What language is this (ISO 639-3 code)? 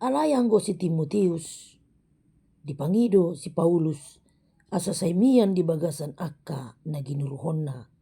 bbc